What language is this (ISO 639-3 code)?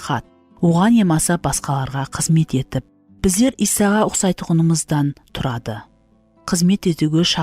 kaa